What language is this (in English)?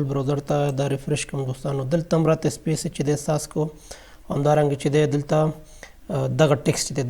Pashto